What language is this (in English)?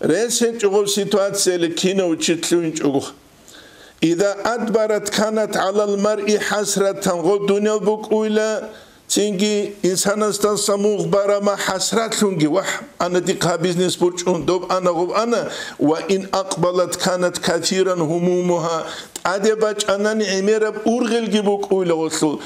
Avaric